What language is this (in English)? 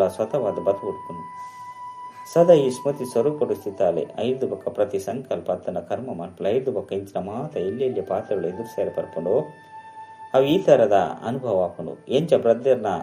Tulu